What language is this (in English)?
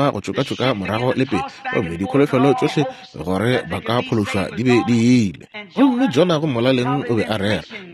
Northern Sotho